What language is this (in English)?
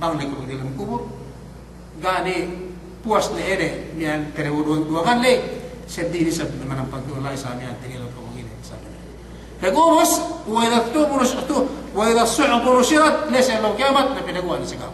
Yakan